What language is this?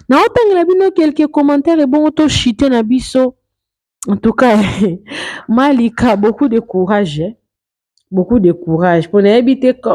Lingala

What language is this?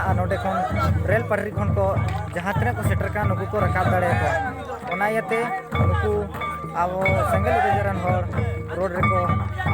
Santali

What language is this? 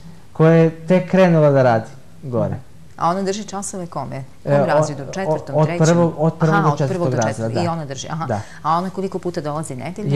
Serbian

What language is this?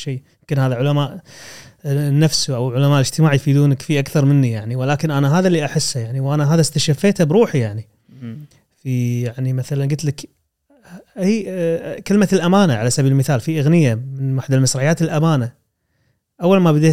Gulf Arabic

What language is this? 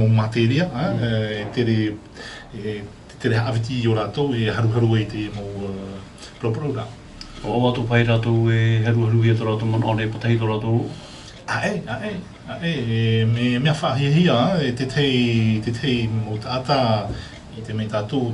Tahitian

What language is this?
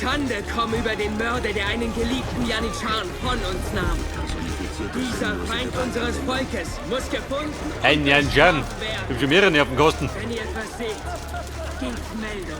Bavarian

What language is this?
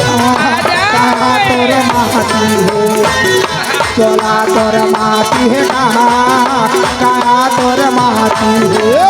Chhattisgarhi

